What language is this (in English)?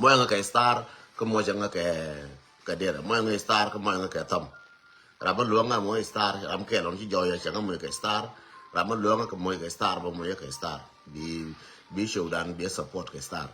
Nuer